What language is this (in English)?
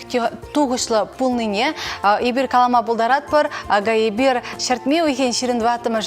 Chuvash